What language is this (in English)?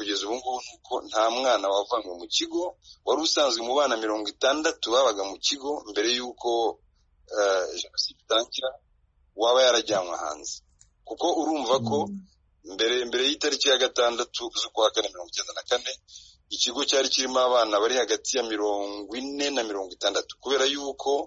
Kinyarwanda